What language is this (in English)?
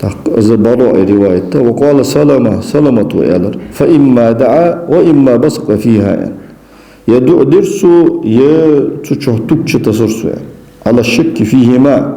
Ingush